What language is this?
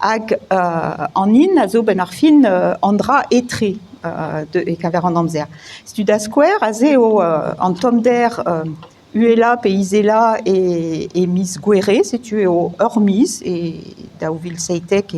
Breton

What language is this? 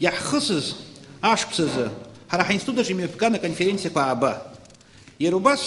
Abkhazian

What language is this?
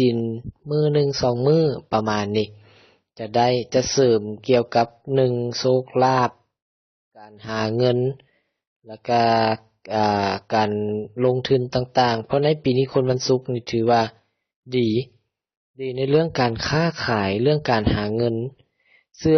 Lao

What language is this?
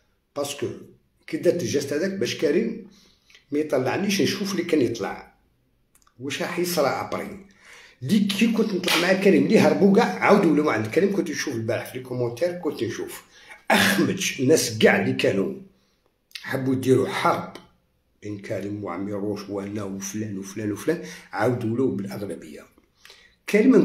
Algerian Arabic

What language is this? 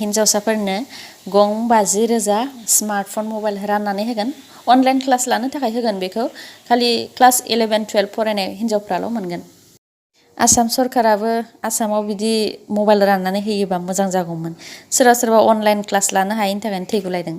Bodo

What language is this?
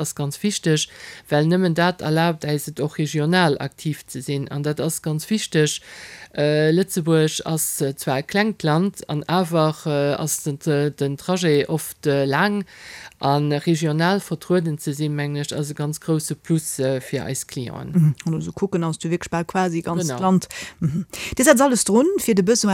Luxembourgish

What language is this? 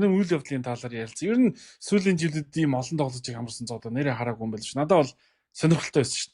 Mongolian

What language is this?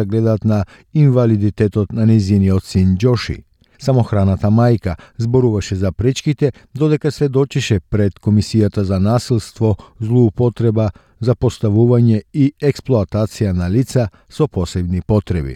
Macedonian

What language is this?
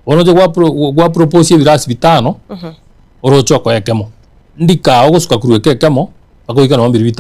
Gusii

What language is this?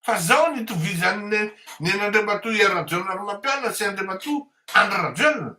Malagasy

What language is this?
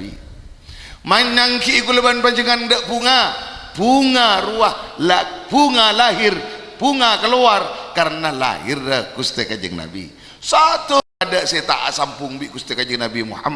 Madurese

